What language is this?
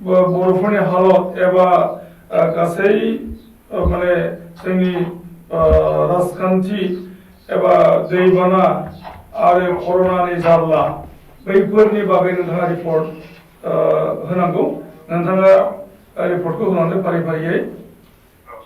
Bodo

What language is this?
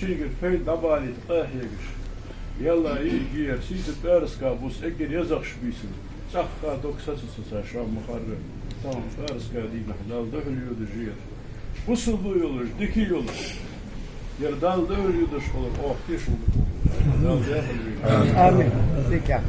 Ingush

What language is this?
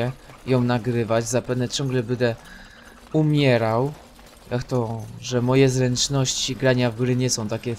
Polish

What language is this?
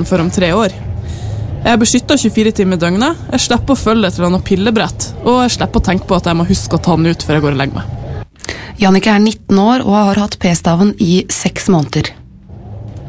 Norwegian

